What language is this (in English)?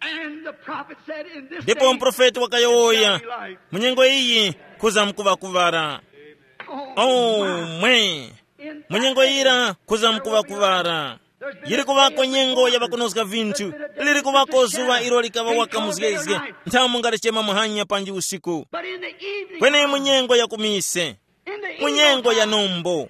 Tumbuka